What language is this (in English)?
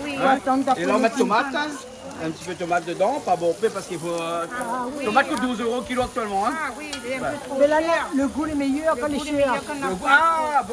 Réunion Creole French